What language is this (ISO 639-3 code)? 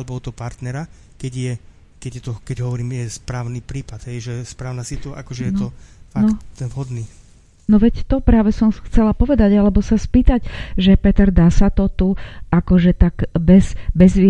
slk